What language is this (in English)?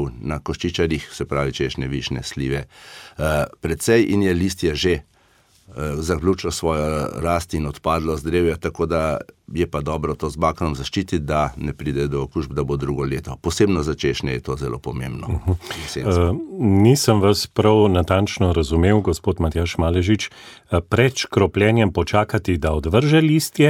Slovenian